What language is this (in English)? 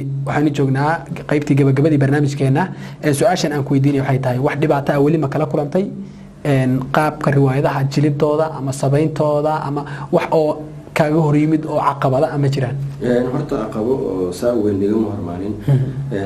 Somali